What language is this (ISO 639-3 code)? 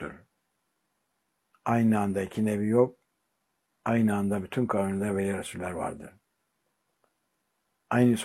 tur